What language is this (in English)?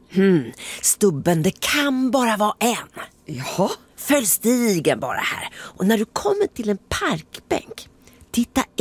Swedish